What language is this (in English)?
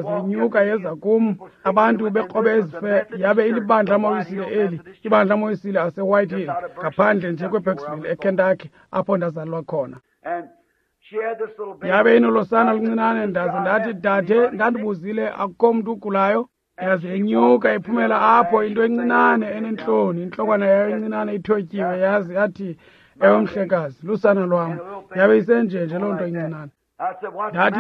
Xhosa